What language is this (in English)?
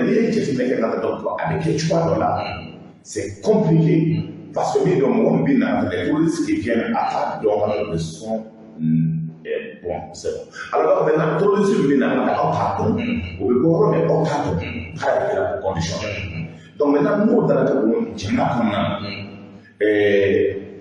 Bambara